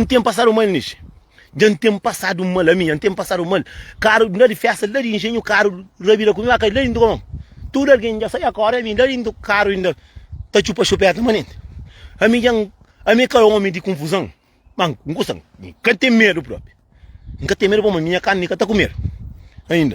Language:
Kabuverdianu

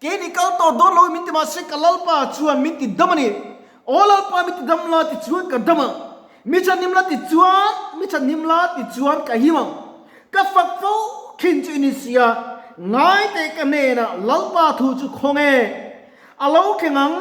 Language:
Mizo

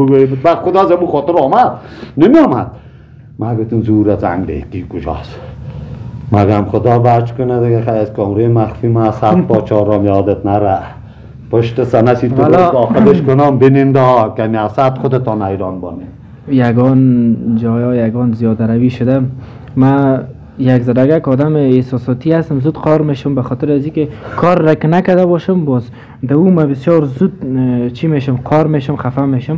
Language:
Persian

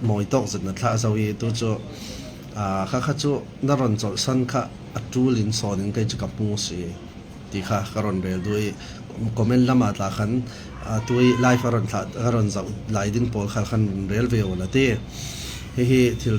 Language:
Falam Chin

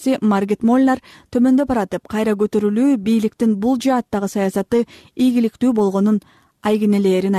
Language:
Kyrgyz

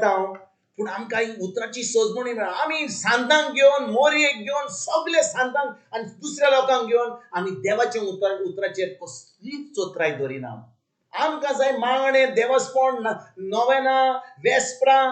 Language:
Konkani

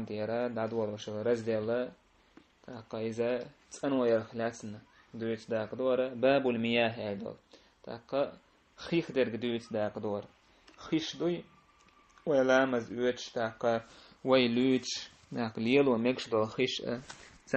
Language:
Chechen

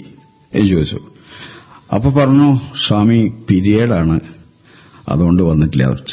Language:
Malayalam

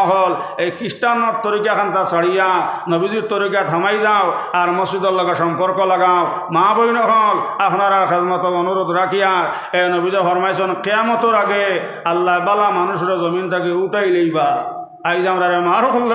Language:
Sylheti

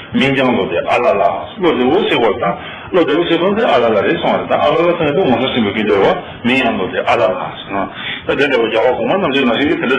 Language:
Tibetan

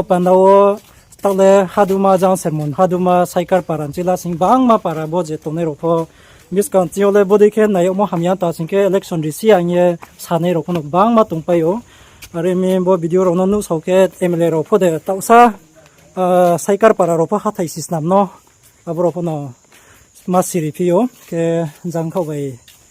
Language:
Riang (India)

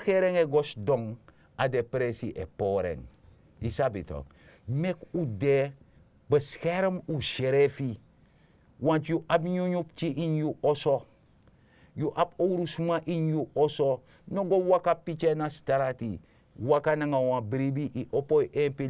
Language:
Sranan Tongo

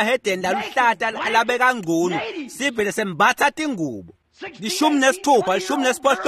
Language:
Swati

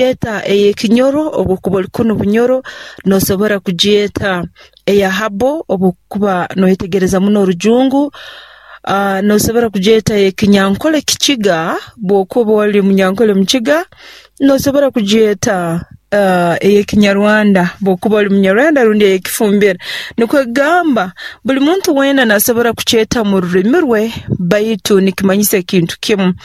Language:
Nyoro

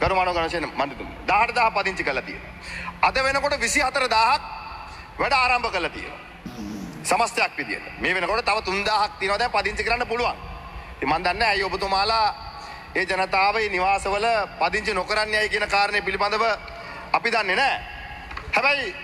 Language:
Sinhala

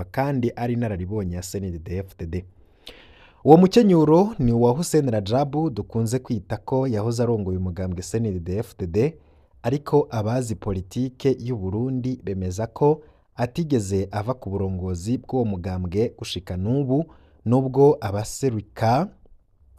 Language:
Rundi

